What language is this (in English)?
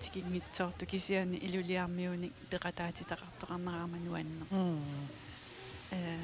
Kalaallisut